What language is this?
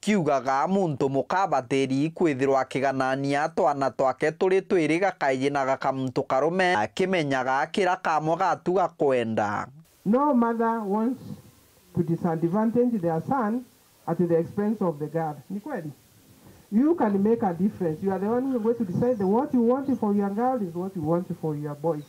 Meru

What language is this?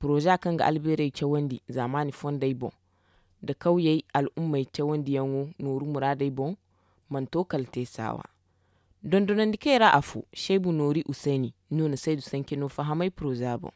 Zarma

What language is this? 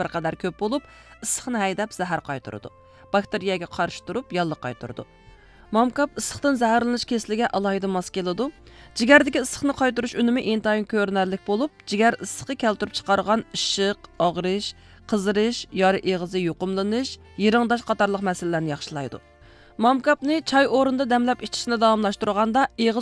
Uyghur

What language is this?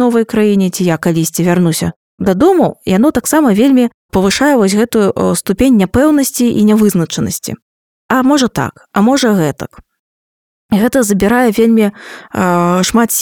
Belarusian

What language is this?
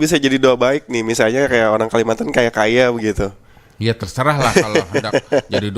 Banjar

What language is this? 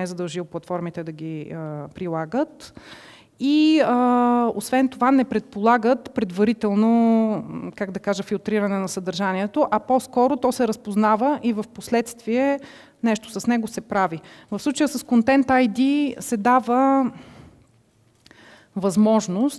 Bulgarian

